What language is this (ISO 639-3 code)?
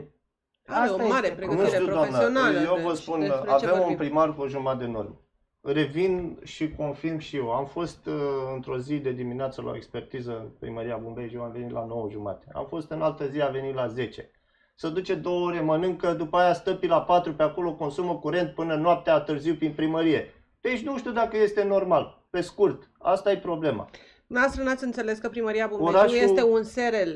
ron